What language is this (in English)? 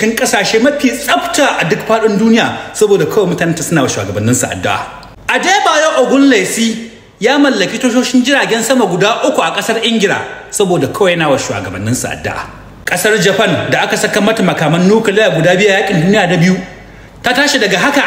Hausa